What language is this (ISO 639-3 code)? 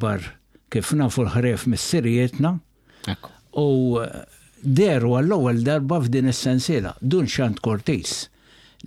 mlt